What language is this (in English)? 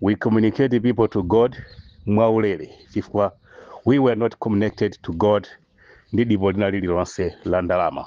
Nyanja